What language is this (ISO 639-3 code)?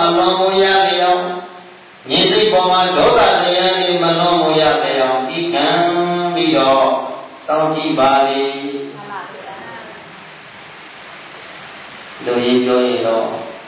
mya